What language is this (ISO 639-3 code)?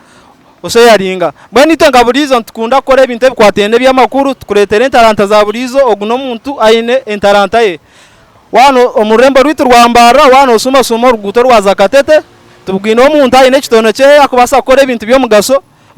nyn